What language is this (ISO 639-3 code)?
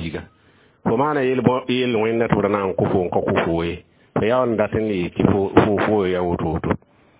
mos